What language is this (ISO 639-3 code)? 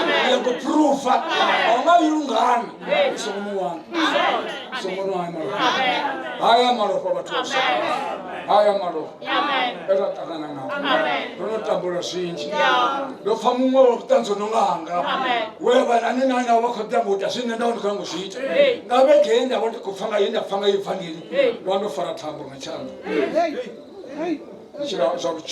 ven